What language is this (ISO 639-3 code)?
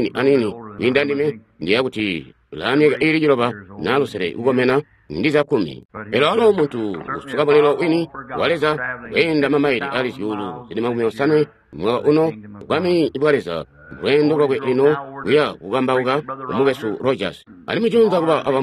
toi